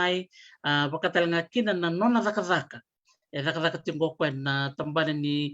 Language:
Fijian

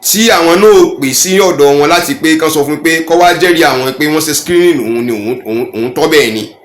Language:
Yoruba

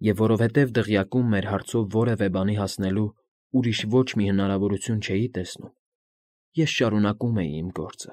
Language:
Armenian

